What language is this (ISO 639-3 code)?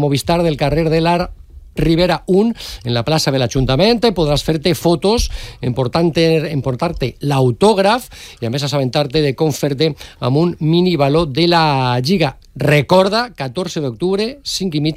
cat